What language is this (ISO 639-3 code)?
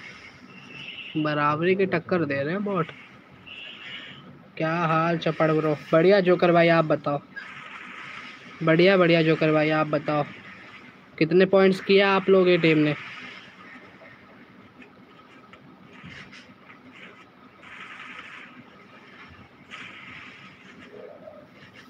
hin